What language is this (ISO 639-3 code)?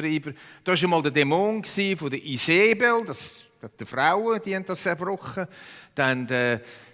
gsw